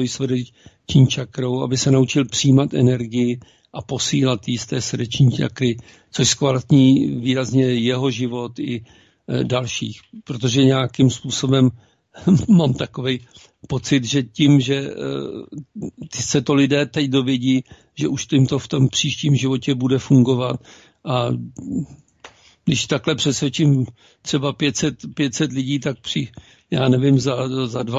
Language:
Czech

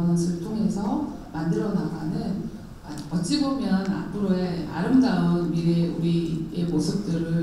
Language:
Korean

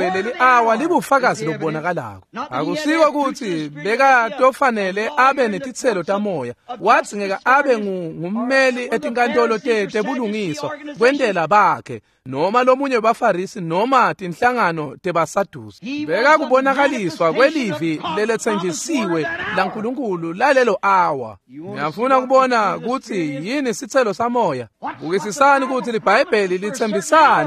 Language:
Swati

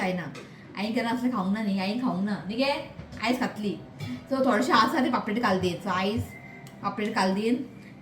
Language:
Konkani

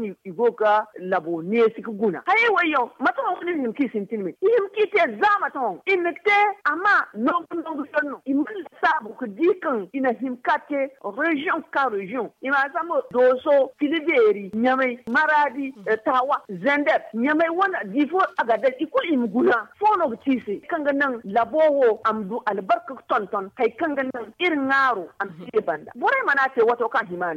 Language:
Zarma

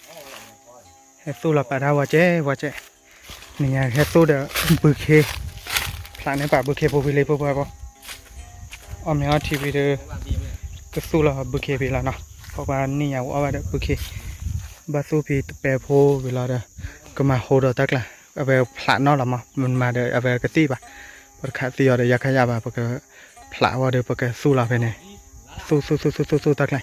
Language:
S'gaw Karen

